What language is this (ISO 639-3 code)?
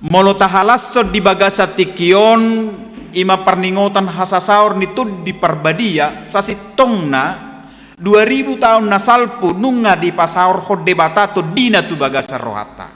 bbc